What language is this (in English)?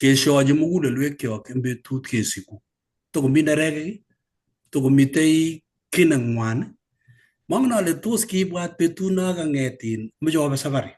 Kalenjin